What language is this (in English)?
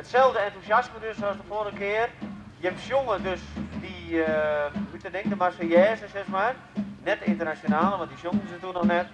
Western Frisian